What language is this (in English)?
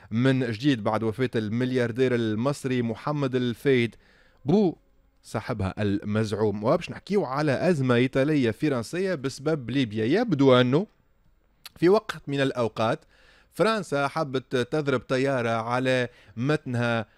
Tunisian Arabic